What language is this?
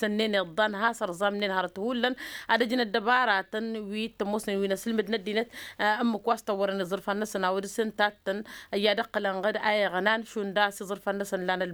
Tamasheq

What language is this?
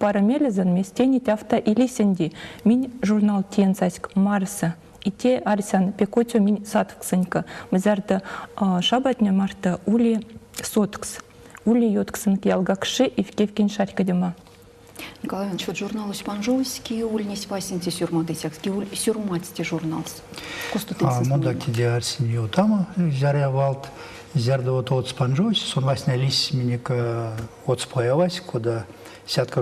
Erzya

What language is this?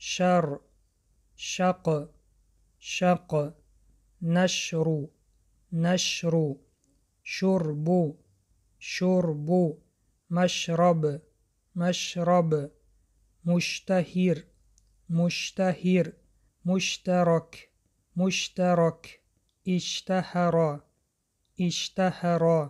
Tajik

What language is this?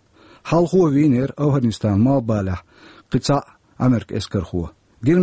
Chechen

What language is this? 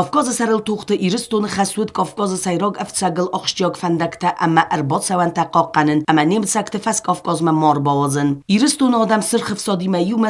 Ossetic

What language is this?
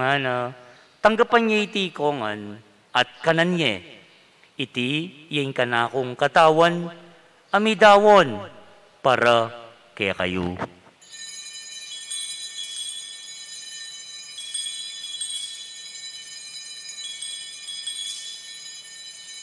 Pampanga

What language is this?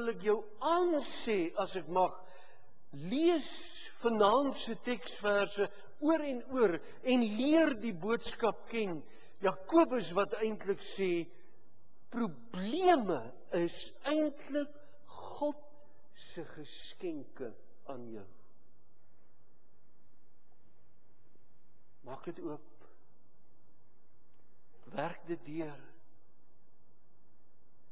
Afrikaans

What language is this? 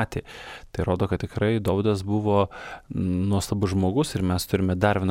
Lithuanian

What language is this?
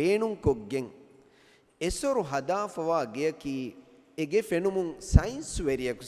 Divehi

